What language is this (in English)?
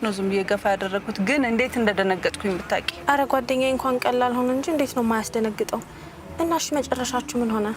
Amharic